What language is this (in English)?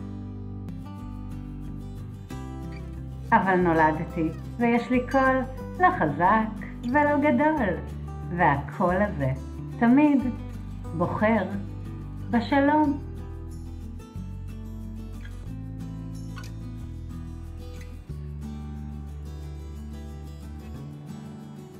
Hebrew